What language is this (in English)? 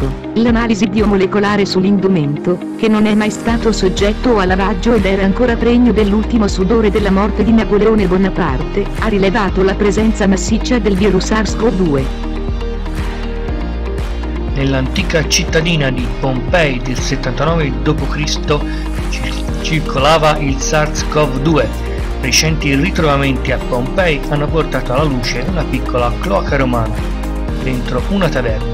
Italian